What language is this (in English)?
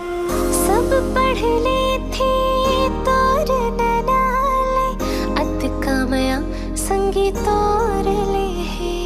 Chhattisgarhi